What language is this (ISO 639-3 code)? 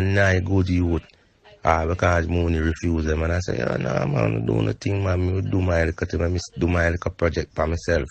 jam